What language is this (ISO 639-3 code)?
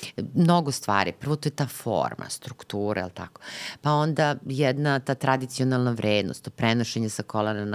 srp